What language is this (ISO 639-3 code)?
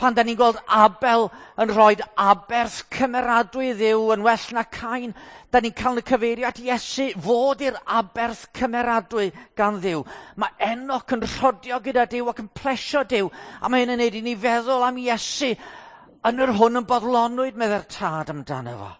cym